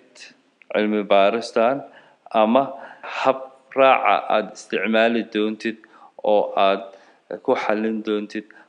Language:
Somali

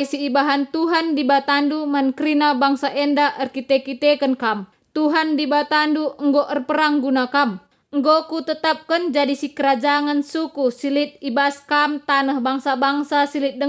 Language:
Batak Karo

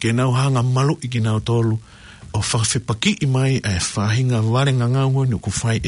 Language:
Tongan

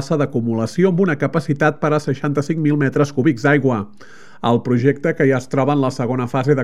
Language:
Catalan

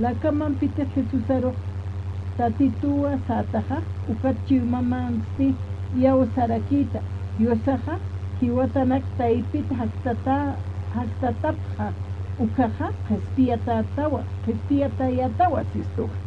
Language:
Aymara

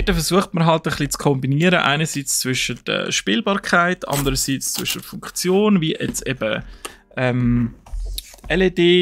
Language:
Swiss German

